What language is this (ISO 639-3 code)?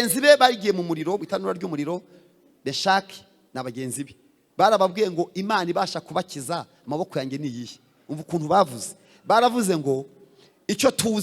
kin